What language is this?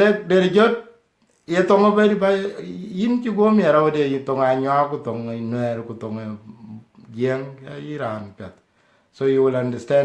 Dinka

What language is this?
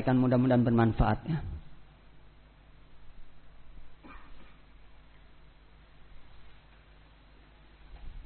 Indonesian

